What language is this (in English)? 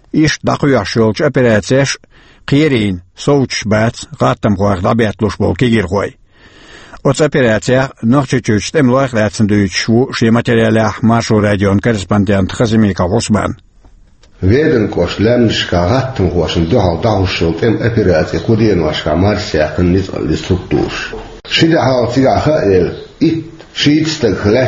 Russian